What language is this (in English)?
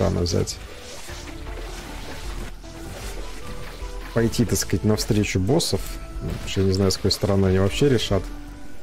Russian